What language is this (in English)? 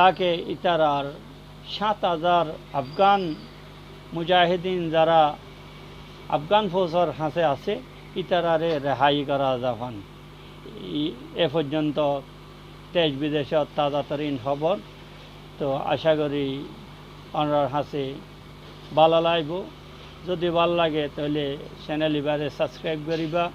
Rohingya